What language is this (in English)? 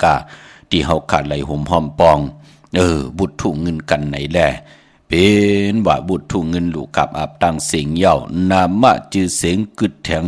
Shan